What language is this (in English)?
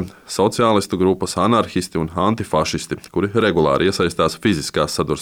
Latvian